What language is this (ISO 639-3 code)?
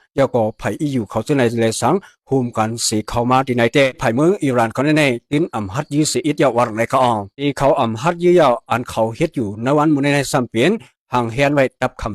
shn